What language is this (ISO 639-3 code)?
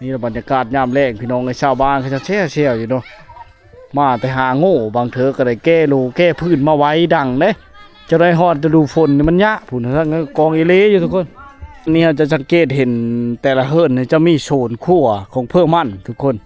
lao